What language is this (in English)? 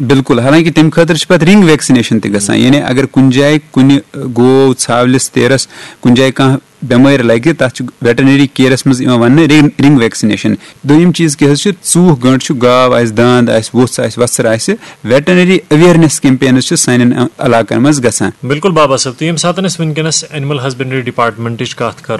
Kashmiri